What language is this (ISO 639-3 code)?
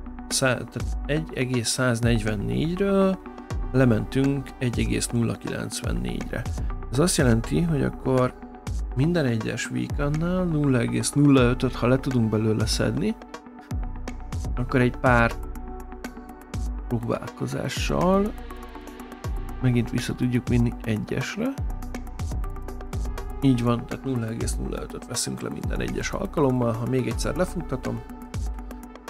hun